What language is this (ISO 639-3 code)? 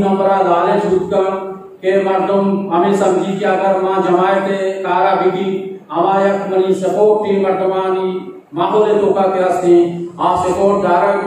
bgp